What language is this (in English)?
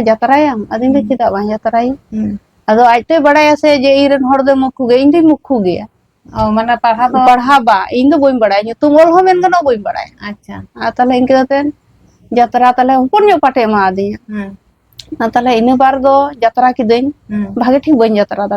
Santali